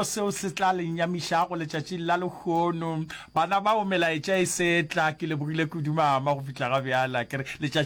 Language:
Northern Sotho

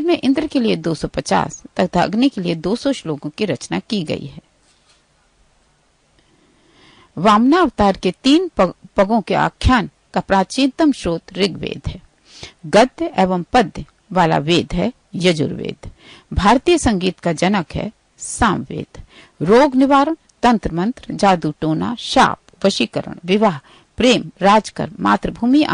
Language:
Hindi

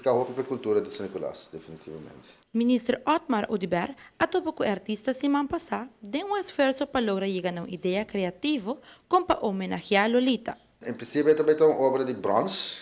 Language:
Papiamento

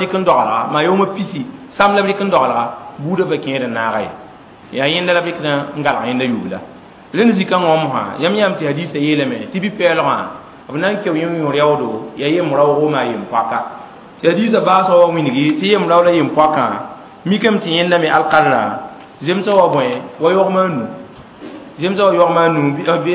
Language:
Mossi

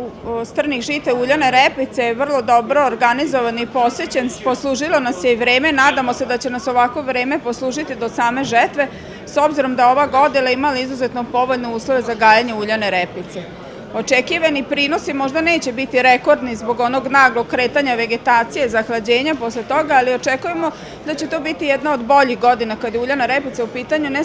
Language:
Serbian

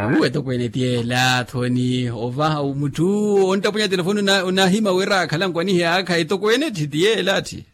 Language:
Makhuwa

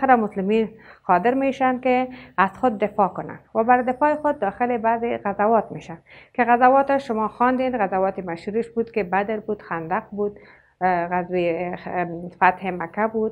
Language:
Persian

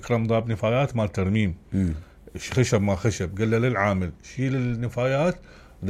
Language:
Mesopotamian Arabic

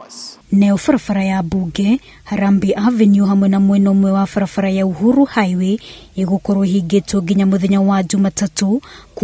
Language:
Kikuyu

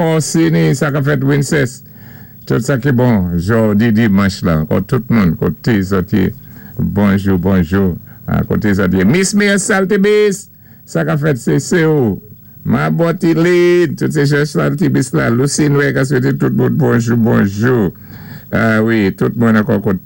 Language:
Saint Lucian Creole French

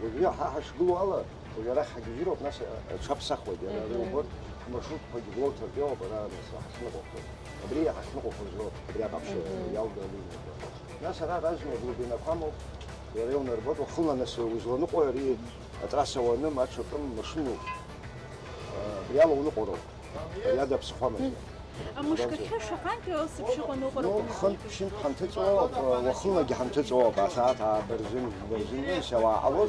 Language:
Abkhazian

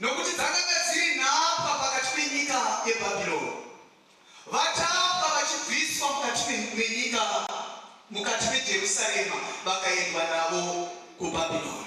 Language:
Shona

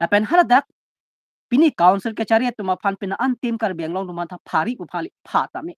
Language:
Karbi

